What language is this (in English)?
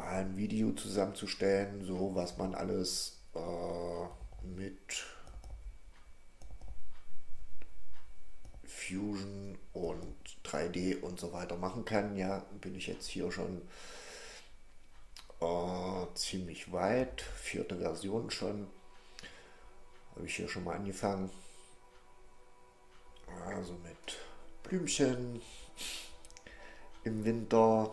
German